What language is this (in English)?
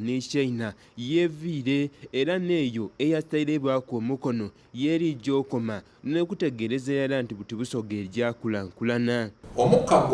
Soga